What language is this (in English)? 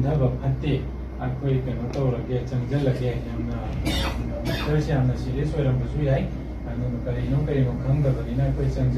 Manipuri